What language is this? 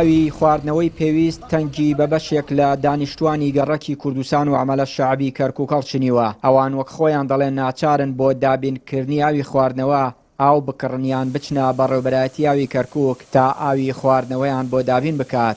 Central Kurdish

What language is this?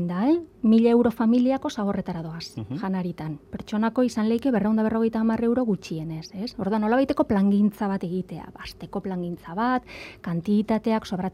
Basque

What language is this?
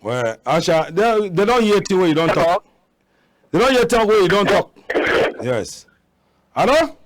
Cameroon Pidgin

